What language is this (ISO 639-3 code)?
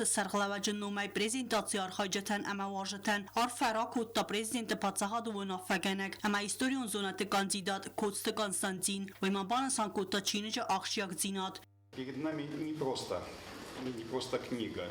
oss